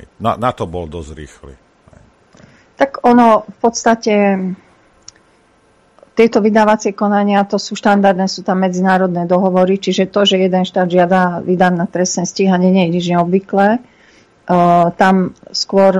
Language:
Slovak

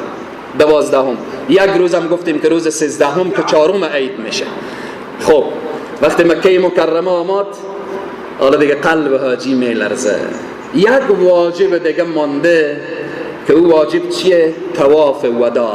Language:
Persian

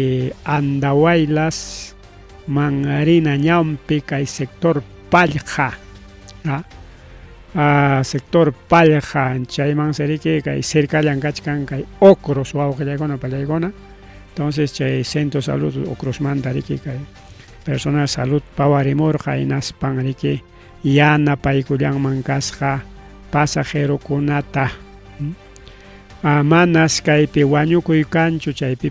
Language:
Ayacucho Quechua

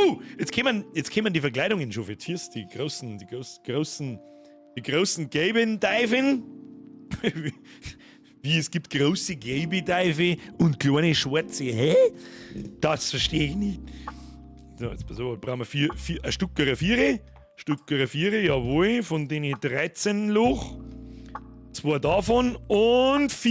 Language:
Bavarian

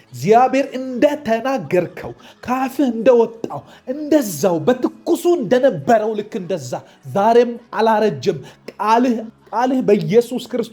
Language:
Amharic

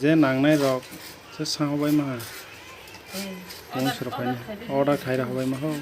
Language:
Kok Borok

